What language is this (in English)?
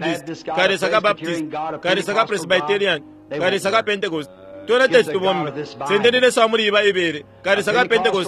Bemba